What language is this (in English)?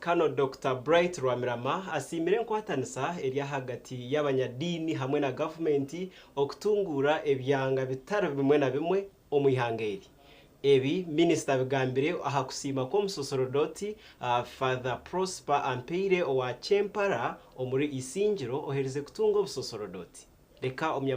Nyankole